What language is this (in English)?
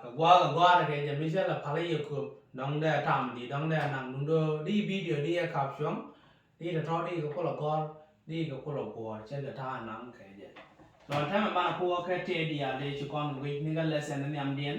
Nuer